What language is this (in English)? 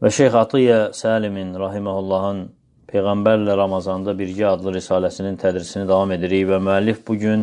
Azerbaijani